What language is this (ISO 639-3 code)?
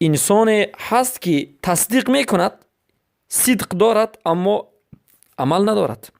fas